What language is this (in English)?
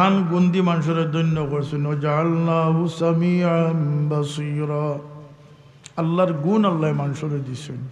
Sylheti